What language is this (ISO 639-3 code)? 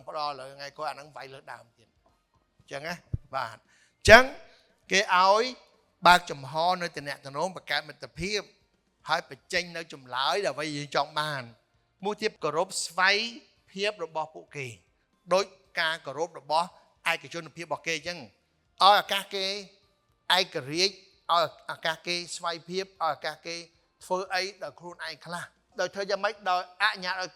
khm